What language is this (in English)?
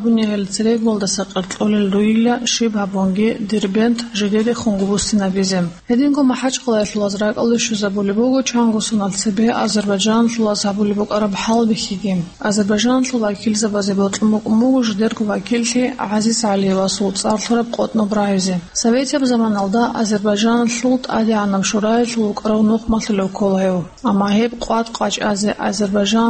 Avaric